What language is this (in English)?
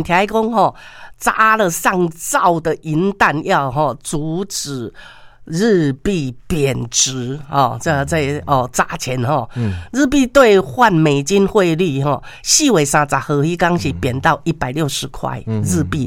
Min Nan Chinese